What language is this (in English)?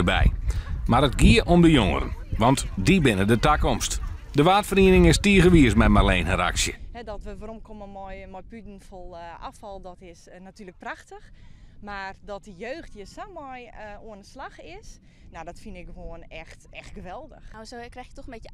Western Frisian